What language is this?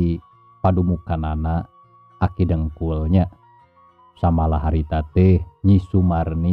Sundanese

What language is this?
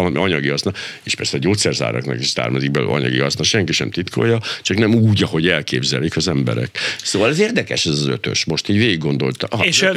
Hungarian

